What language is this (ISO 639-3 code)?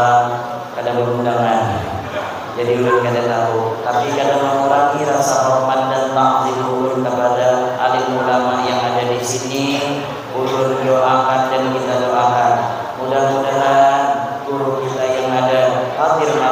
bjn